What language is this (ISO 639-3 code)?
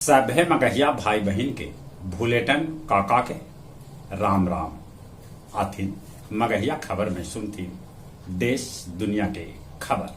mag